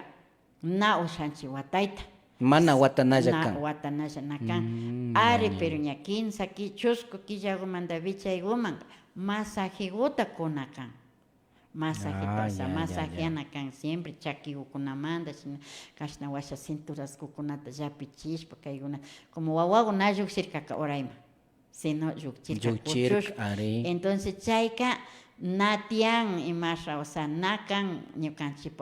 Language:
Imbabura Highland Quichua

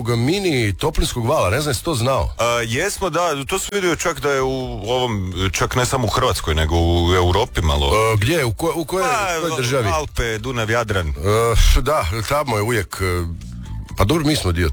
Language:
Croatian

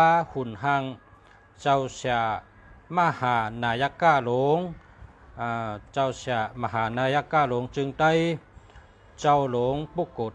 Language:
Shan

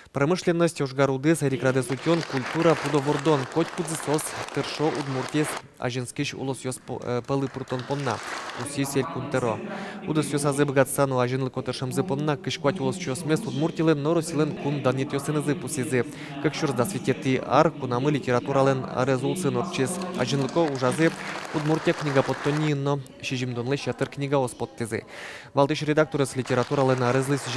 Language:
Udmurt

